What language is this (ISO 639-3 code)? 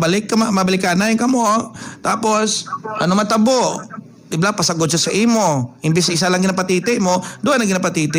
hil